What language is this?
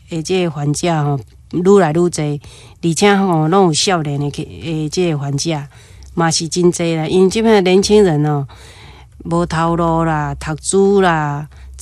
Min Nan Chinese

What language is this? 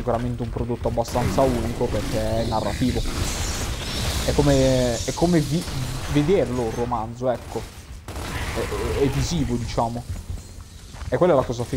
Italian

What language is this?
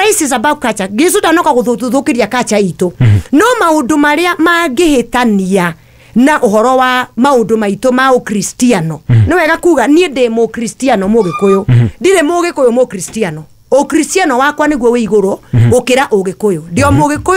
Kikuyu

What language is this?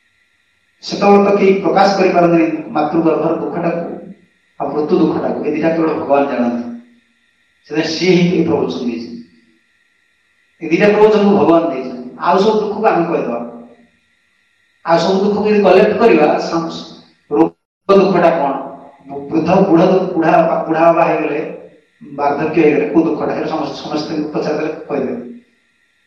Odia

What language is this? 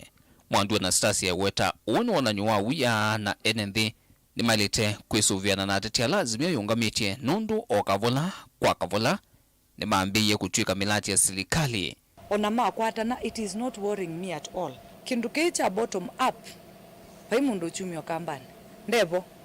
Kamba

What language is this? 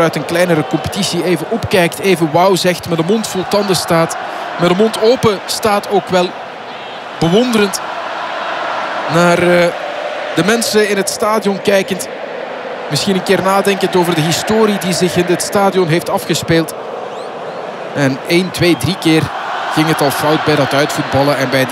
Dutch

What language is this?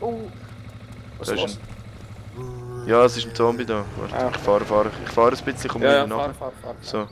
Swiss German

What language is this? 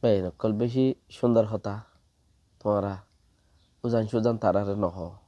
Rohingya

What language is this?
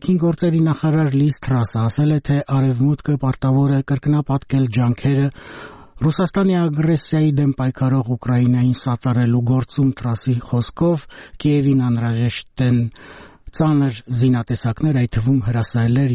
Armenian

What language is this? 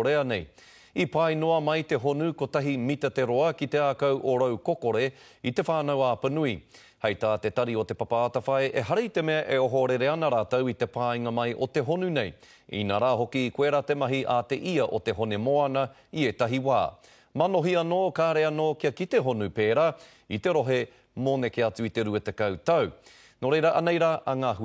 Māori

